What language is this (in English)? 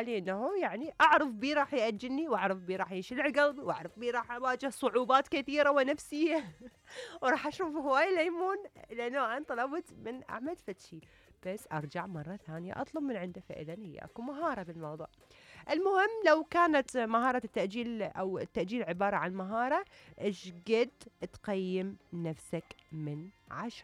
Mesopotamian Arabic